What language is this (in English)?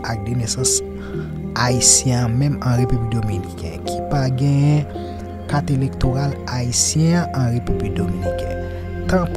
Haitian Creole